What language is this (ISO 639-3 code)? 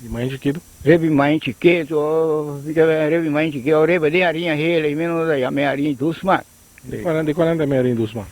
pap